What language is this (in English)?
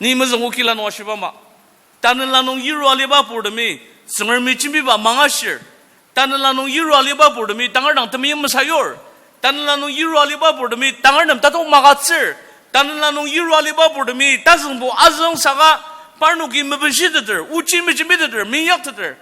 Ao Naga